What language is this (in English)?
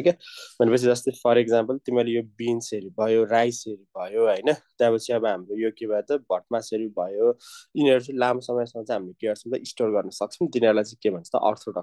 Nepali